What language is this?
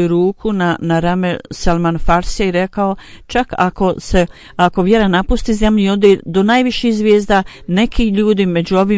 Bosnian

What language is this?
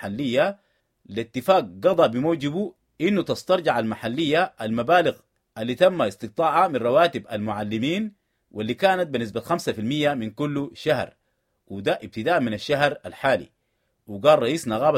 Sudanese Arabic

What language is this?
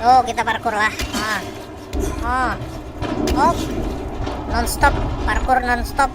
Banjar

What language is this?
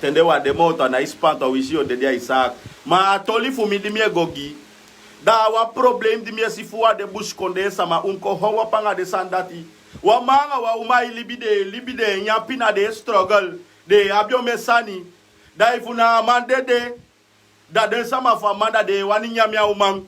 Sranan Tongo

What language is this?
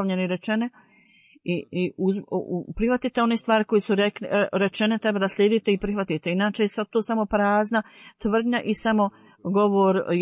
Bosnian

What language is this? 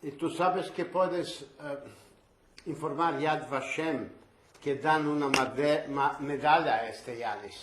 Ladino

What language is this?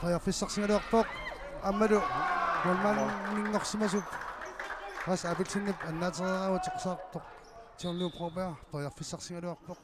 Kalaallisut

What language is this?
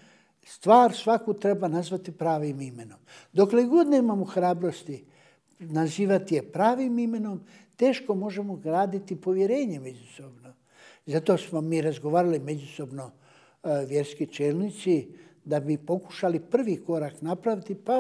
Bosnian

